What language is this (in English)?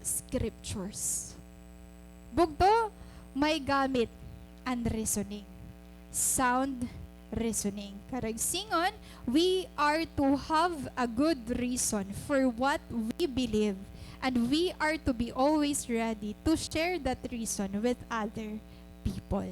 Waray